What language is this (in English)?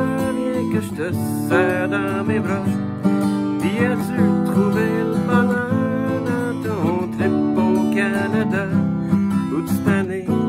French